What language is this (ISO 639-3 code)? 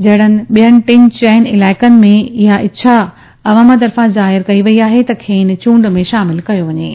snd